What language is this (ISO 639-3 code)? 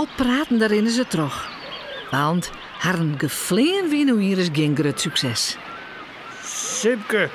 fry